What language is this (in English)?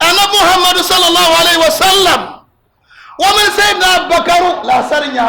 Dagbani